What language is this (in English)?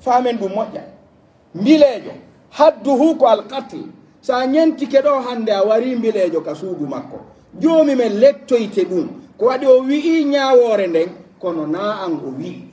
Pular